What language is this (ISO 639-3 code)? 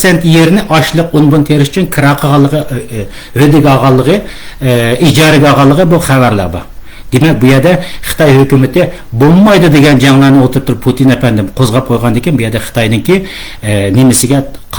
uig